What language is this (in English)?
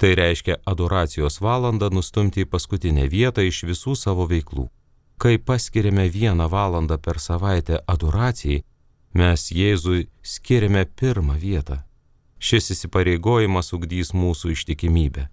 Lithuanian